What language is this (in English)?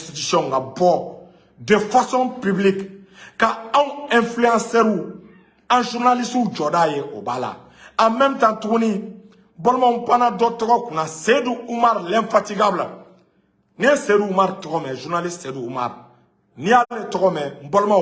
Bambara